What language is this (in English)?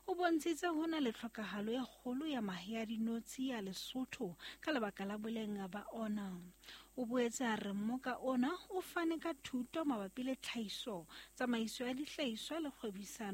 Southern Sotho